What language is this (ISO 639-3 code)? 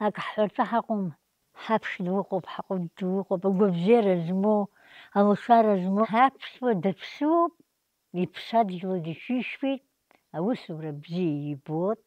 abk